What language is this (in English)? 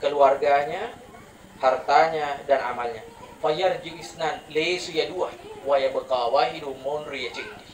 Buginese